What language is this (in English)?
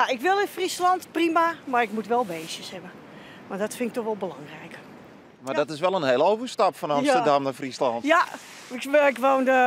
Western Frisian